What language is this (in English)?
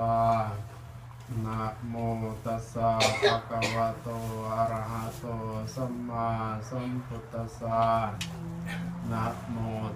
Pali